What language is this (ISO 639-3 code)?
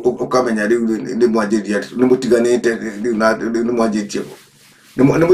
kik